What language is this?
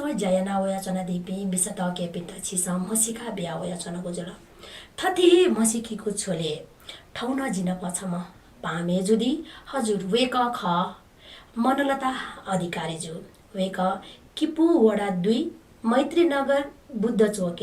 Newari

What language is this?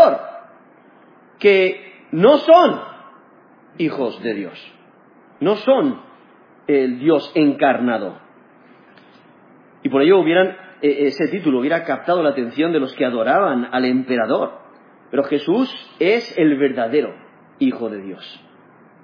Spanish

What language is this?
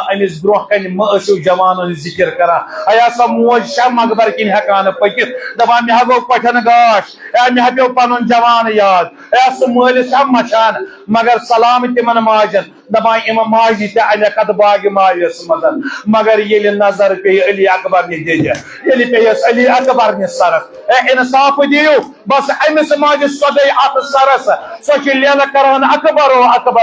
Kashmiri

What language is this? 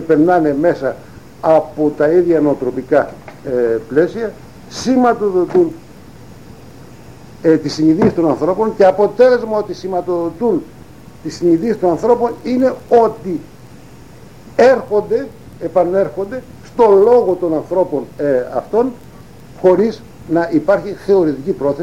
Greek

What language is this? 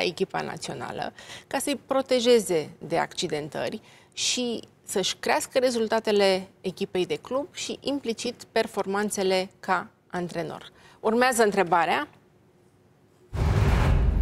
Romanian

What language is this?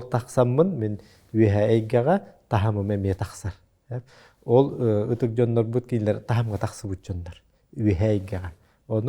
Yakut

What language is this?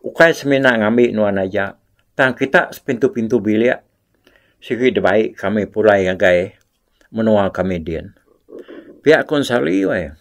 Iban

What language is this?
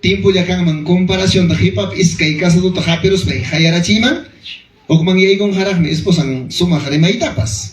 Ayacucho Quechua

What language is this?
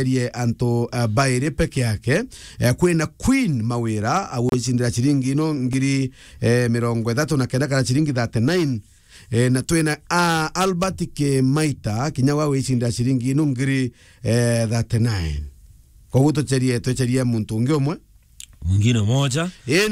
Meru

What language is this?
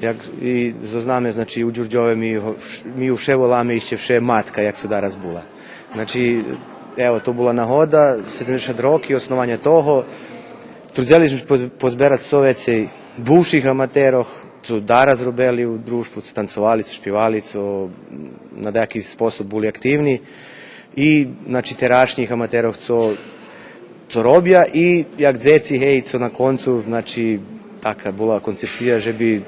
Rusyn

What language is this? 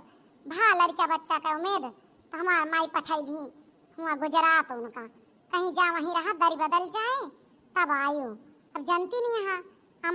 Awadhi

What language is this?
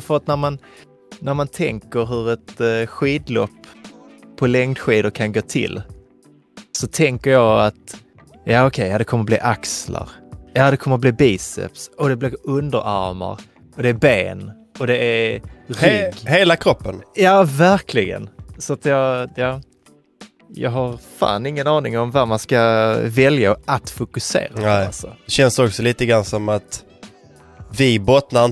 Swedish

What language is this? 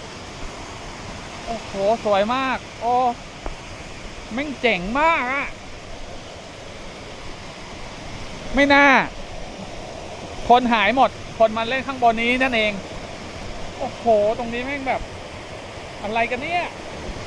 Thai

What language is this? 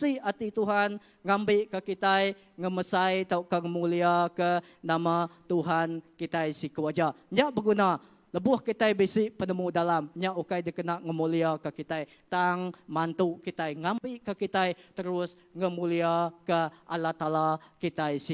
Iban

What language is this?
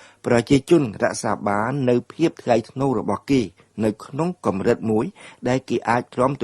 Khmer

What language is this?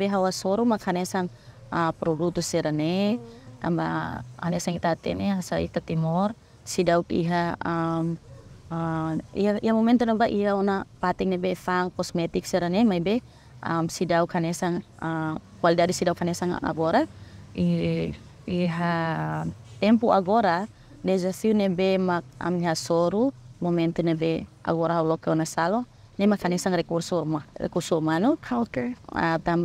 Tetum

